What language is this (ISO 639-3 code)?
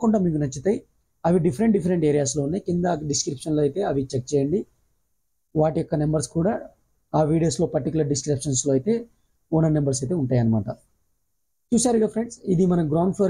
tel